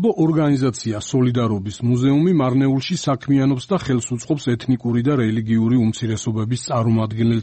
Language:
Georgian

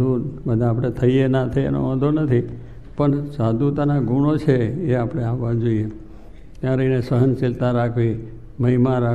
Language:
Gujarati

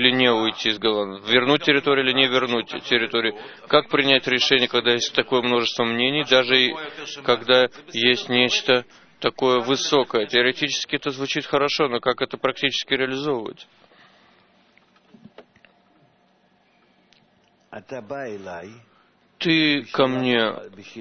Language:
Russian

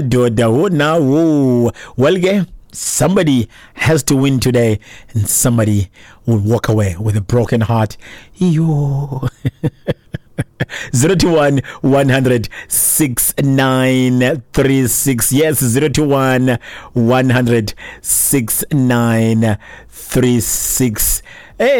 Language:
Xhosa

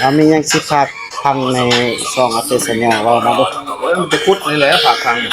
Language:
Northeastern Thai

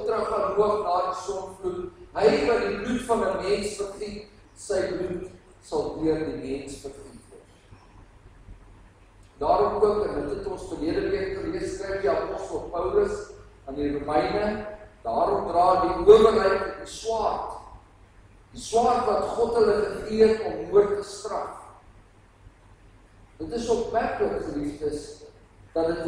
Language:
Afrikaans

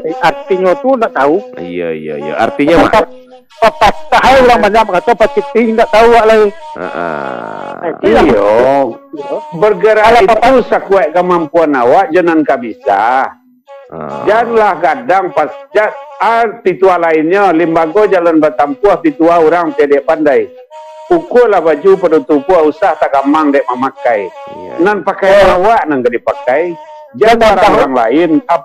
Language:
Minangkabau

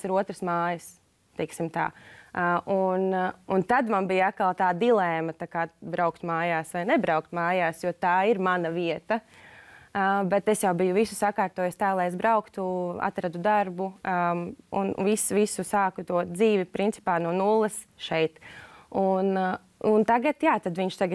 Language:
Latvian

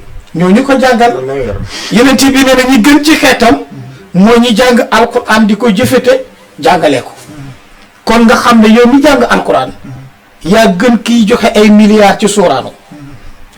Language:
Wolof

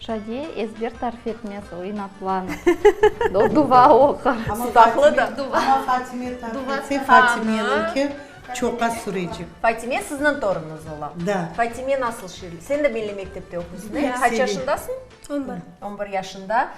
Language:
Crimean Tatar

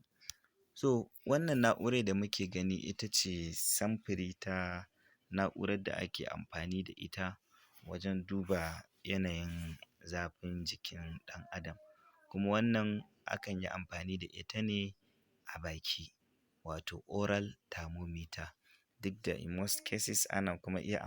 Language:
Hausa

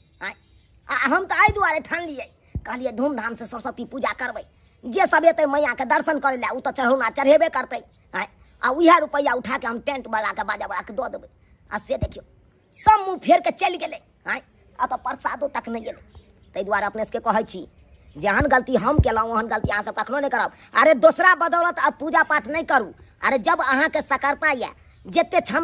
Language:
Maithili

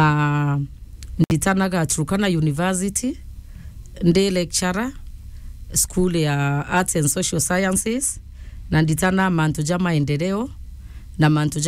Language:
Meru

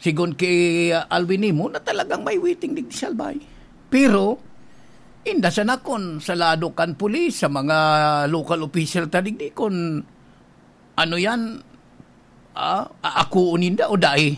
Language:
Bikol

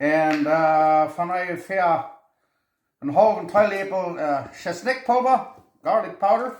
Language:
Plautdietsch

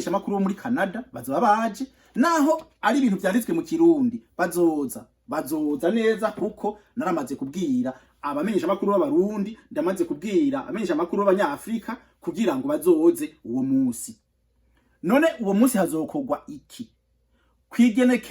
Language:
Rundi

